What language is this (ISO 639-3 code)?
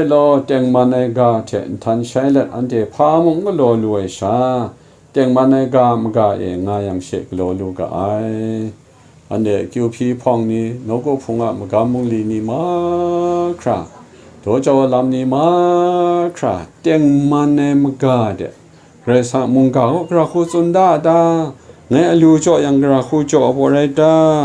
kac